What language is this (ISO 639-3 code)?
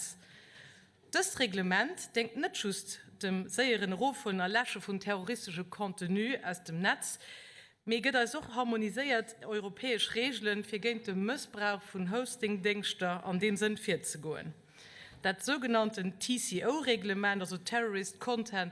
ltz